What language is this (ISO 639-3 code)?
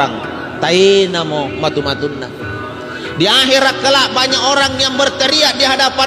mak